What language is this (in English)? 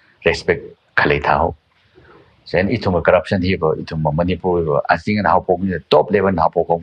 Tangkhul Naga (India)